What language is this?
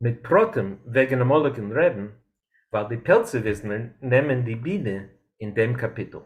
Yiddish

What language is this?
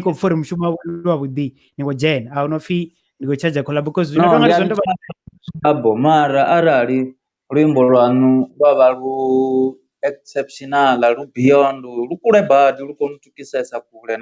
Venda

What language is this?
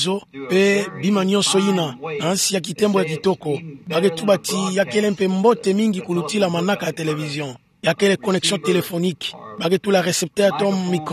Kituba (Democratic Republic of Congo)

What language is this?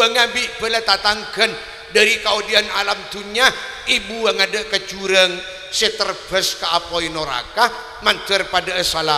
Madurese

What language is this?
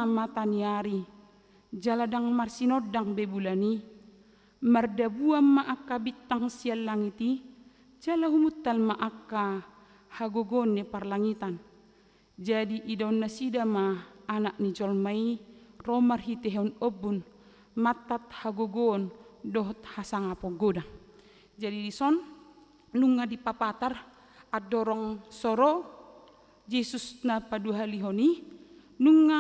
Batak Toba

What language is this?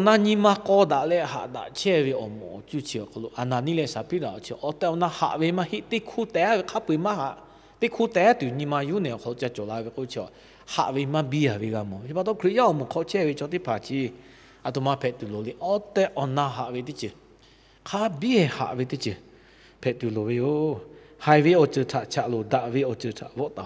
Lahu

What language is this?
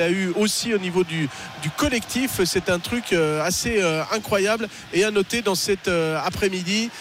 French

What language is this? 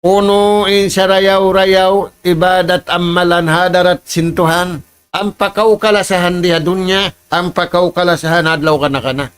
Tausug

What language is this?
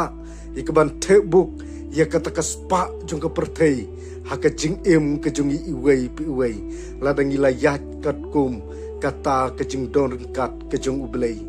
Khasi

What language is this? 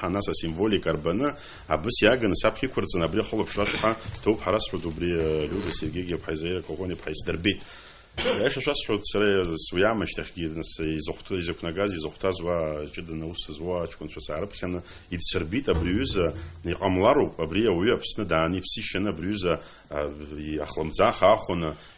Abkhazian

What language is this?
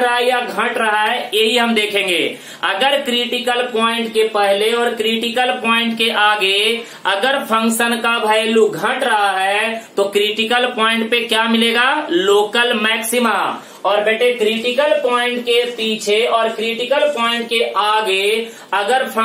Hindi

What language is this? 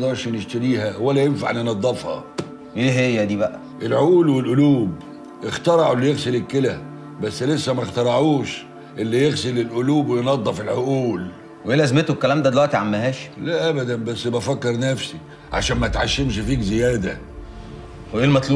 Egyptian Arabic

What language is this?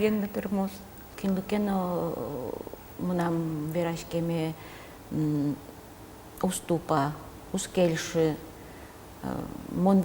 Udmurt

